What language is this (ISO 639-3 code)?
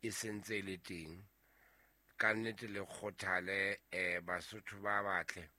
sot